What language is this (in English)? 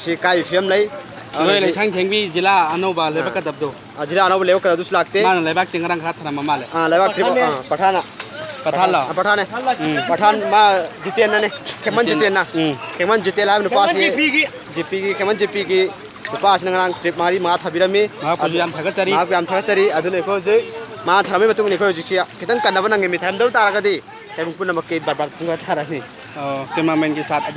Manipuri